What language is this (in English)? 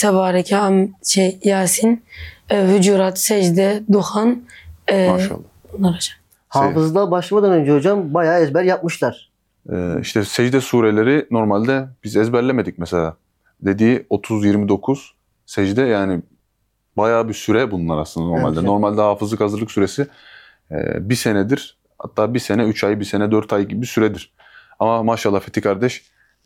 Turkish